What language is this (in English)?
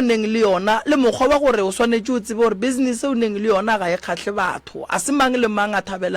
Northern Sotho